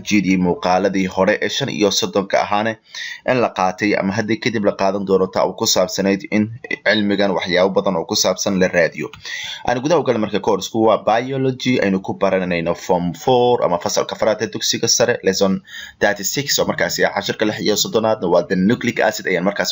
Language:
Somali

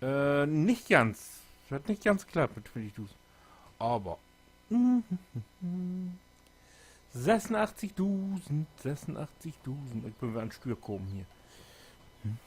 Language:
Low German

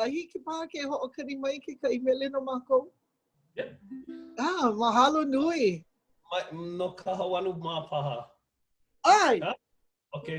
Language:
Hawaiian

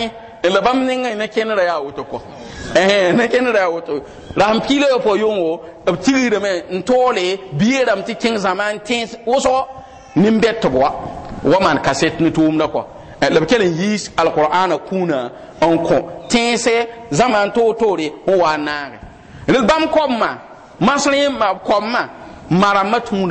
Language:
Mossi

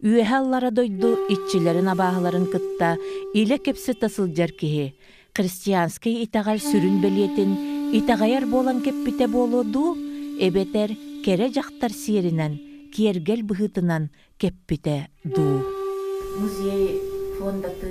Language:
Yakut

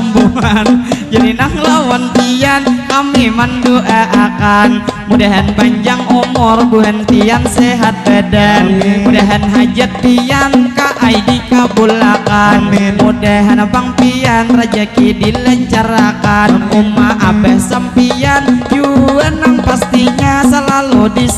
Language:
Banjar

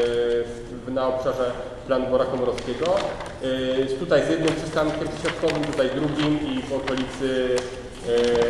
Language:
Polish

